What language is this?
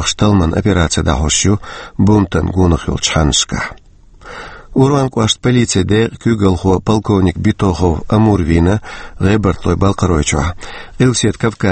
Chechen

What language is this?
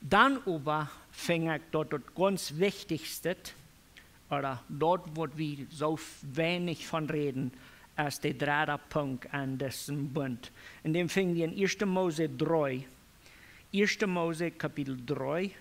Plautdietsch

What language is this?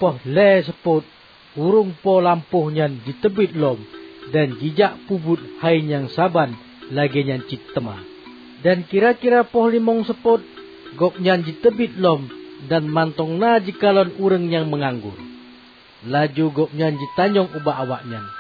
Achinese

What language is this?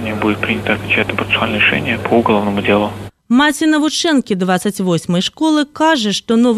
Belarusian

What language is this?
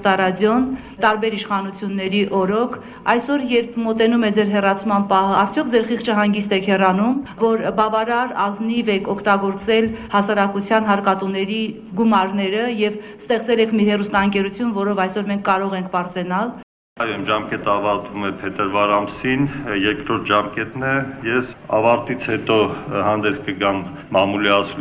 Armenian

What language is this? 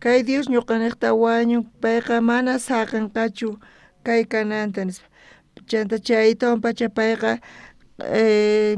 South Bolivian Quechua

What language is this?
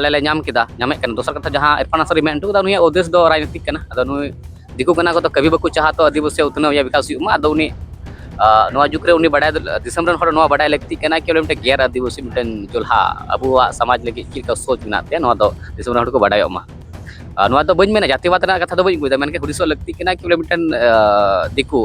Santali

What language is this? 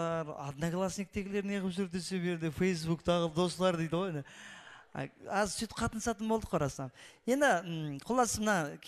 Kara-Kalpak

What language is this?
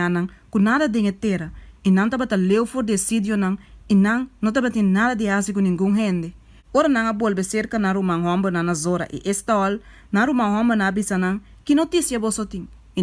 Papiamento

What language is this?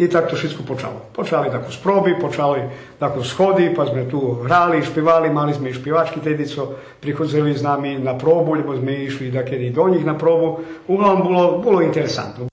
Rusyn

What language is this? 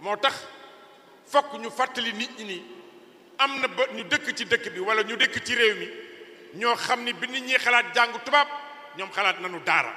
Wolof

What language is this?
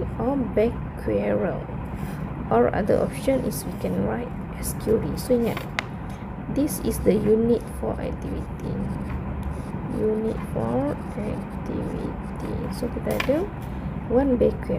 Malay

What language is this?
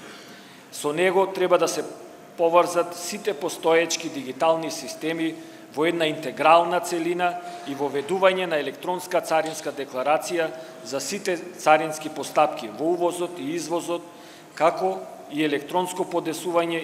Macedonian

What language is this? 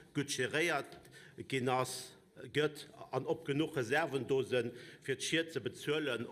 Luxembourgish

